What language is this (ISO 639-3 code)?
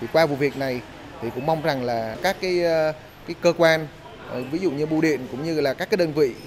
vie